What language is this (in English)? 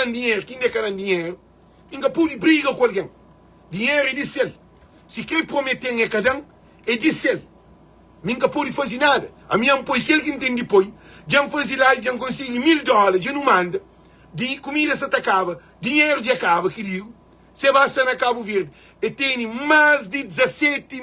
Kabuverdianu